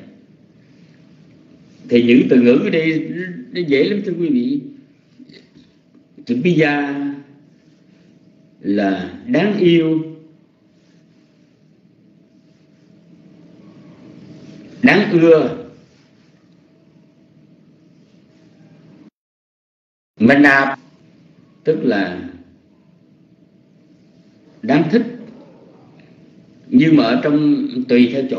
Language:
Vietnamese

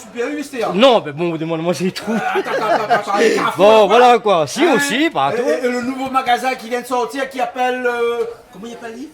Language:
Réunion Creole French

